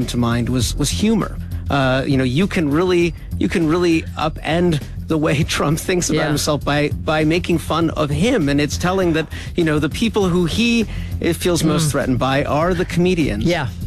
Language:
English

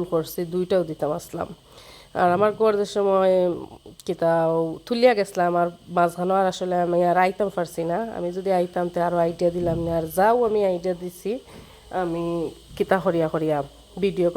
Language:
Sylheti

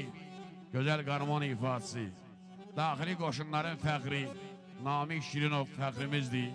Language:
Azerbaijani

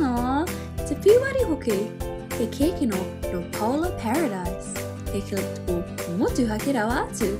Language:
Māori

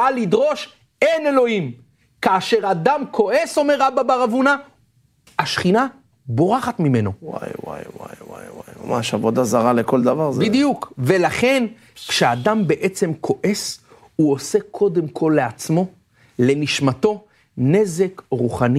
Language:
Hebrew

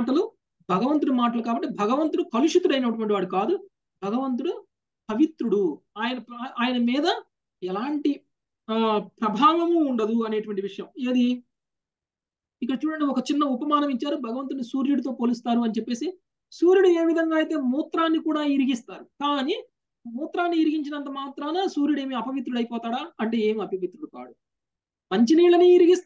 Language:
Telugu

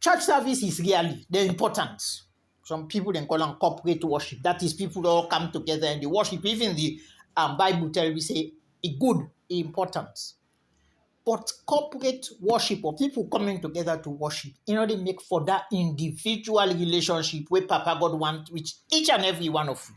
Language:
Krio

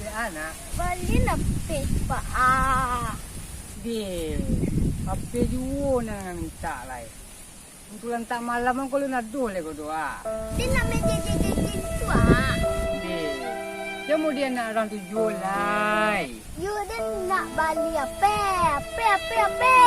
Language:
Minangkabau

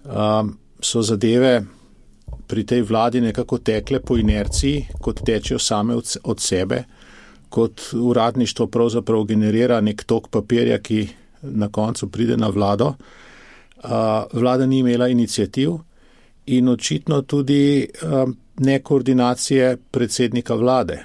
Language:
Slovenian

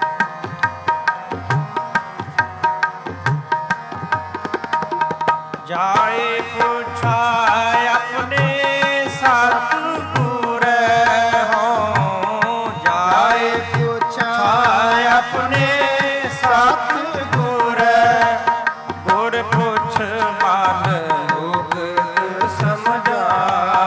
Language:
Punjabi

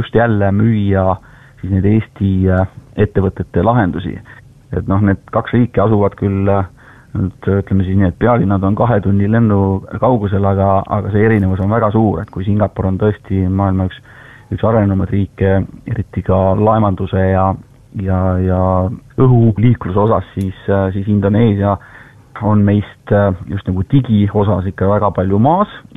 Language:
Estonian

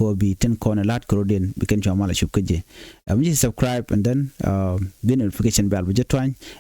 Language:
Nuer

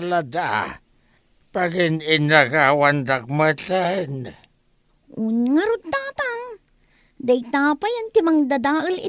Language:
Iloko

